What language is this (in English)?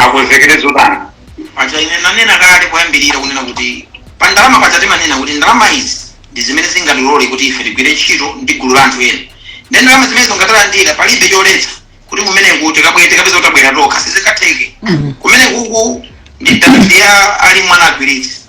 Nyanja